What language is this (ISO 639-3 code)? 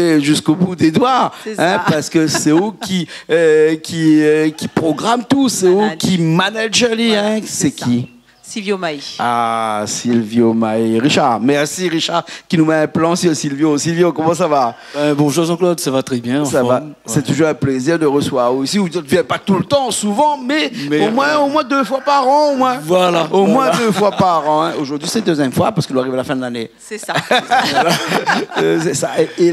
rcf